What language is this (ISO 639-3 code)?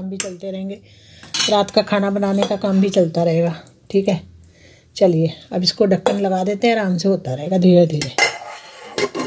hin